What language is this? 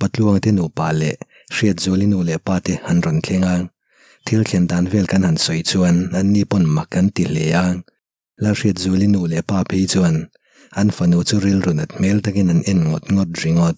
Mizo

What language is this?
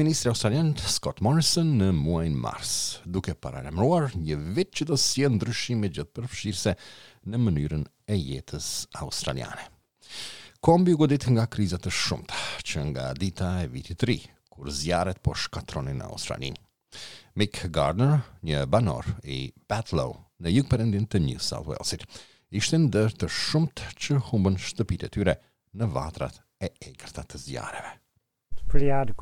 Albanian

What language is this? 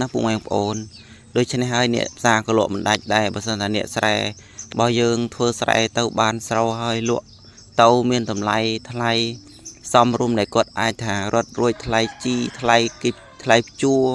Khmer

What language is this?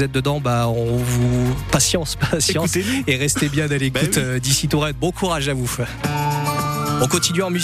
French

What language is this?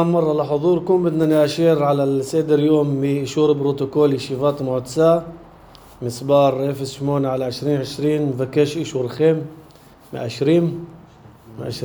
North Levantine Arabic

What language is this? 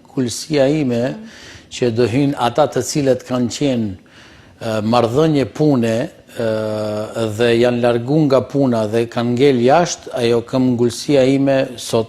Albanian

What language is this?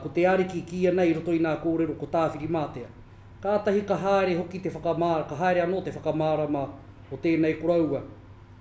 Māori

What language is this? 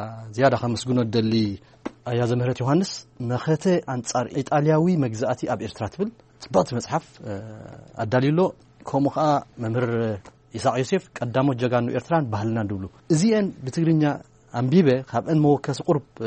Tigrinya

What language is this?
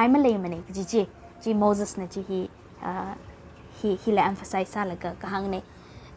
Tangkhul Naga (India)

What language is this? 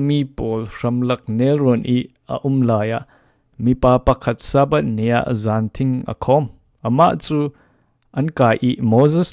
Falam Chin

